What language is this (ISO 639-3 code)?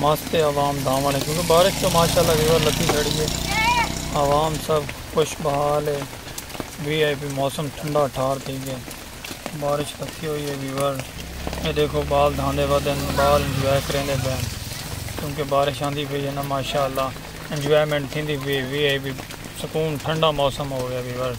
skr